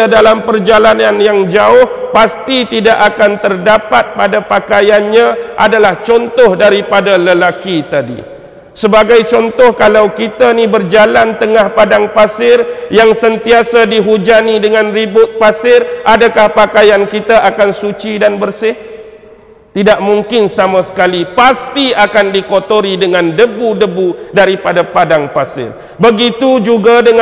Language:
Malay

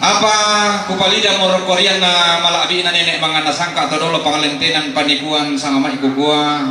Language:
Toraja-Sa'dan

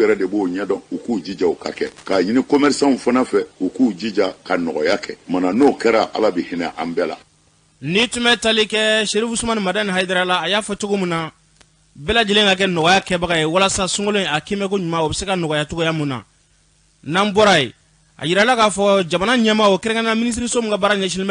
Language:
Bambara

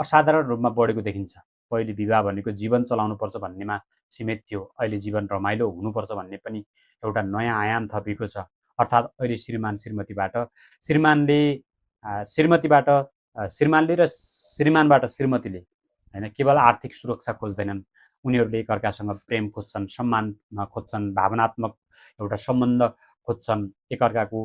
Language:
Nepali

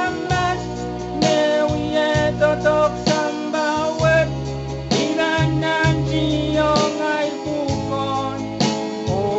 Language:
Pohnpeian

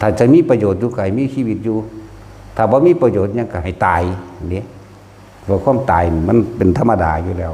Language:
Lao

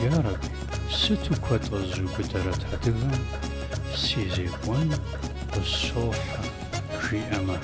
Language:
Kabardian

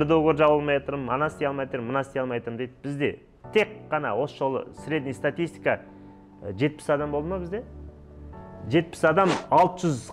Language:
Kazakh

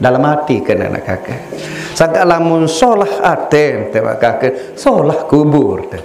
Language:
Sasak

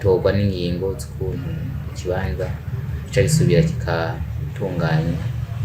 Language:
Rundi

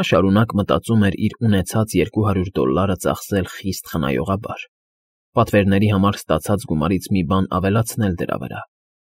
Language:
Armenian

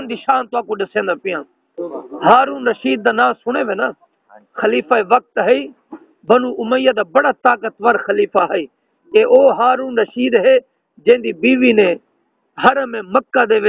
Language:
Saraiki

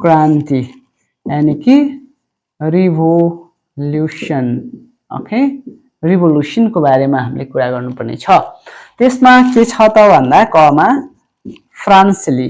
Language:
Nepali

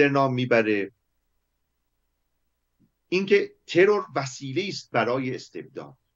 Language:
Persian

